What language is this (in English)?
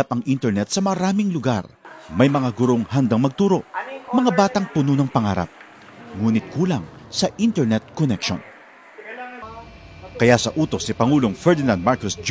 Filipino